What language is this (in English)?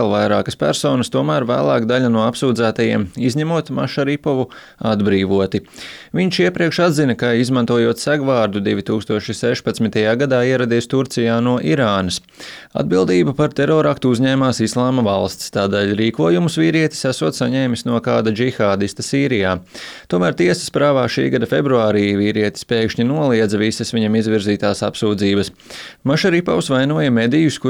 Latvian